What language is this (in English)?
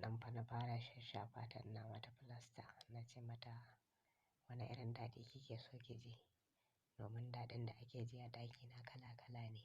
Hausa